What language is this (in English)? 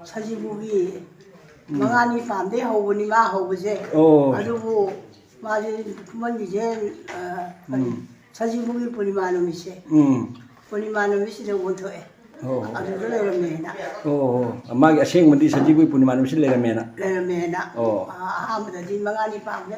Manipuri